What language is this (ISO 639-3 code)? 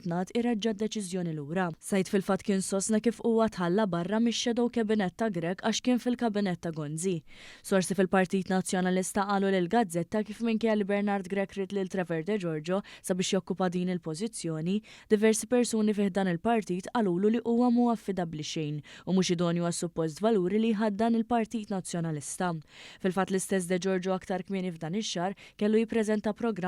mlt